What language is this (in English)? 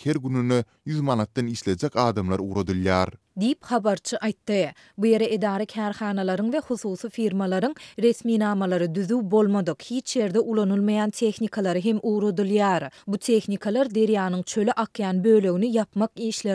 Turkmen